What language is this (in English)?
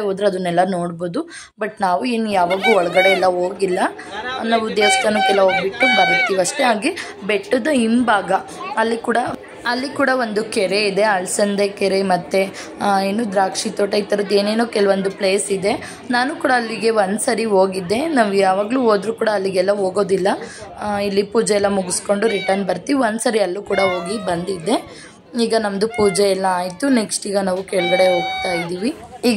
Kannada